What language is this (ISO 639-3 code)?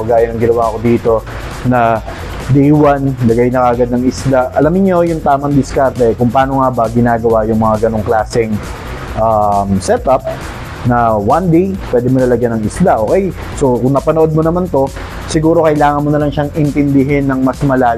fil